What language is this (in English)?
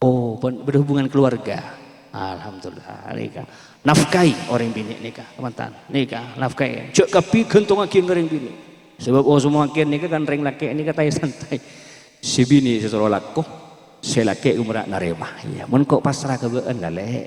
Madurese